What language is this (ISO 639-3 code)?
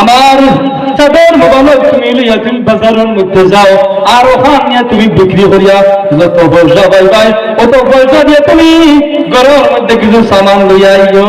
syl